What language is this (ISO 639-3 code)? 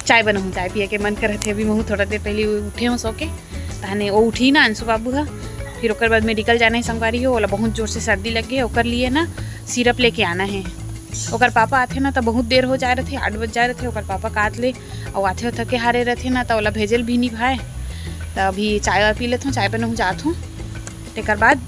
hne